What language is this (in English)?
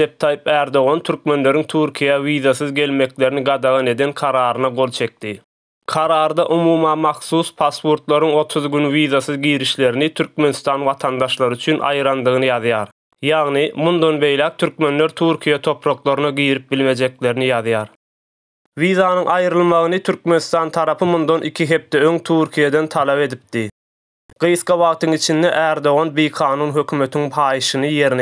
Turkmen